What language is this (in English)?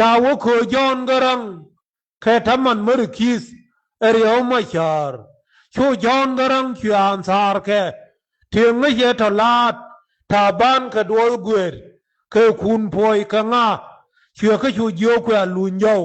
Nuer